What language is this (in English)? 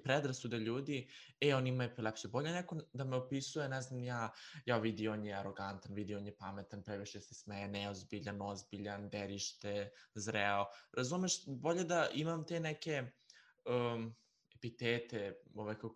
Serbian